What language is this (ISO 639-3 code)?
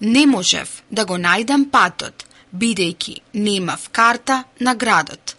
mkd